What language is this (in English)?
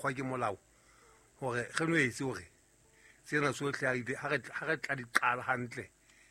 Southern Sotho